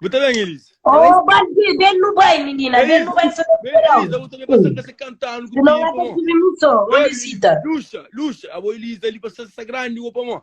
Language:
Kabuverdianu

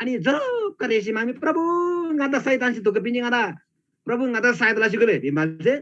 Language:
Eastern Tamang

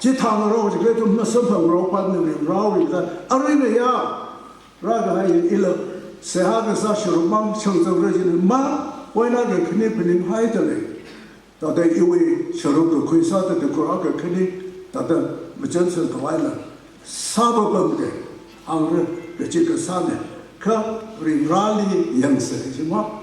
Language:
Tangkhul Naga (India)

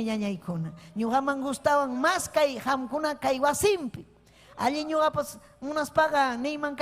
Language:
Ayacucho Quechua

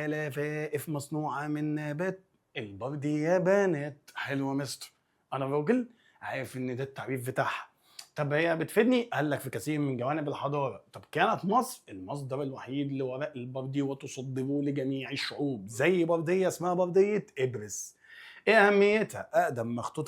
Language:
Egyptian Arabic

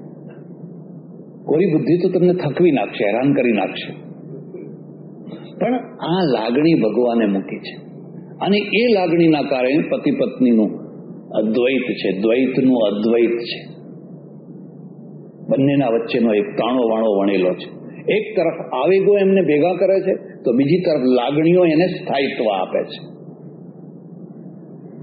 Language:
Gujarati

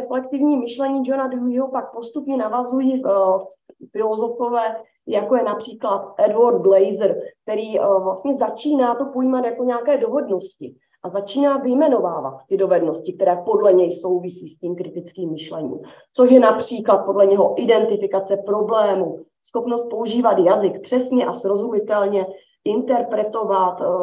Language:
Czech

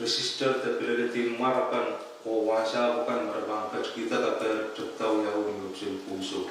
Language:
Pohnpeian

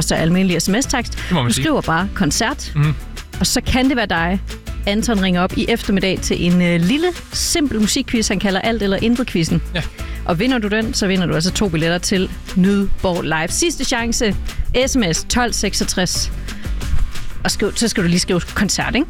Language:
Danish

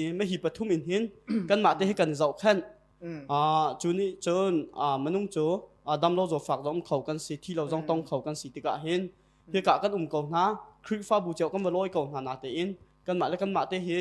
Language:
Hakha Chin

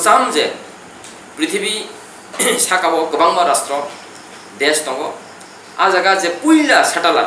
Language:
Kok Borok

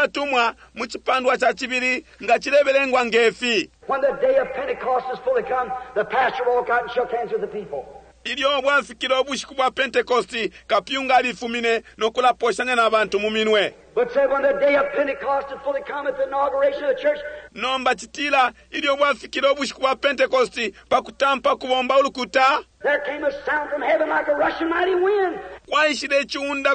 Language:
Bemba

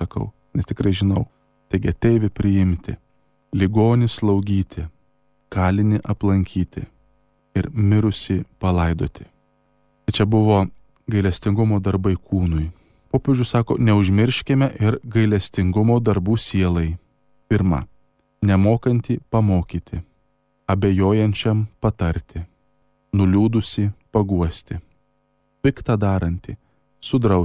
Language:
Lithuanian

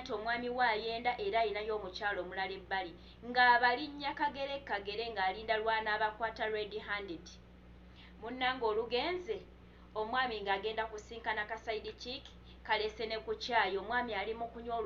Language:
Ganda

